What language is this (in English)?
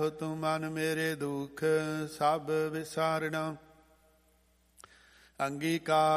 Punjabi